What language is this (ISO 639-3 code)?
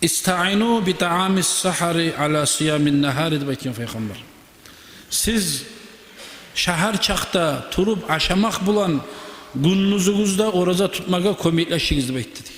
kum